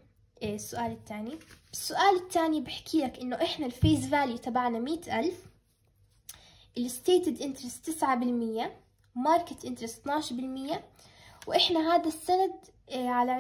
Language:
South Levantine Arabic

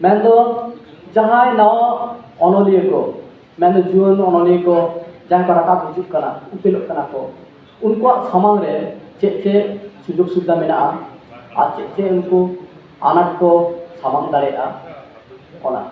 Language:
Santali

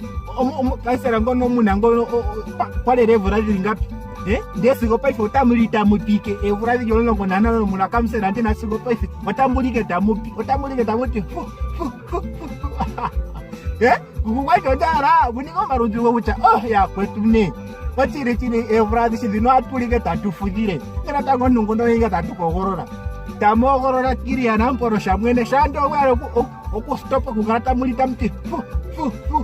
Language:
Ndonga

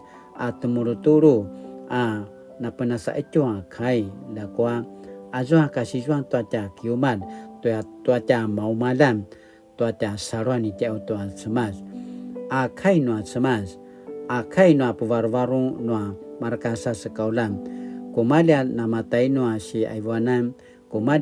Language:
Paiwan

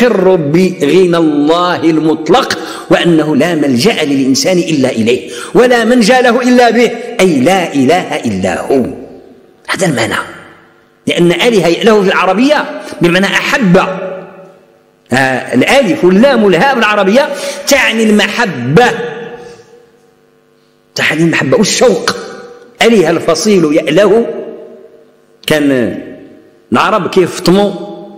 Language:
Arabic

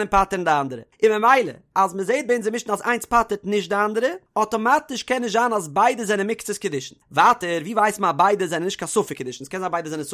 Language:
Yiddish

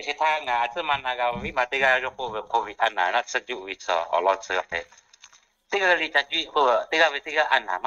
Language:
Lahu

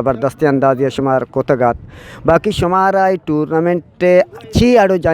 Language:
Eastern Balochi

